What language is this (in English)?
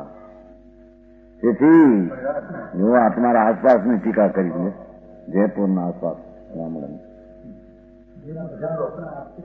Gujarati